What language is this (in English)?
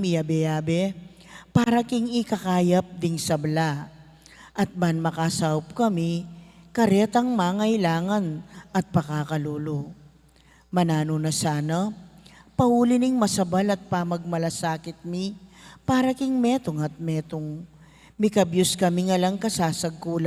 Pampanga